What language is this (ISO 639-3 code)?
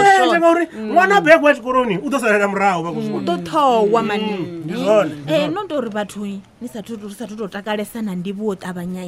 ven